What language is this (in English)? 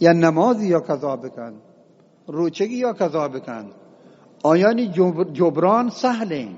Eastern Balochi